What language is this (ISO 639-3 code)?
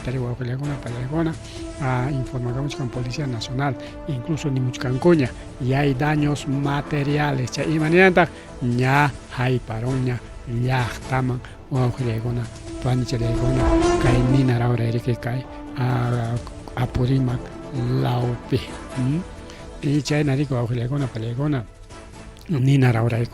quy